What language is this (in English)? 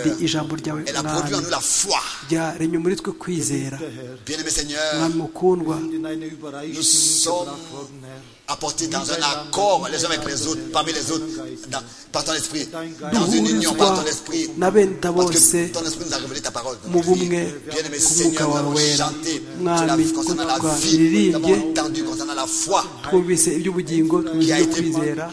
Kinyarwanda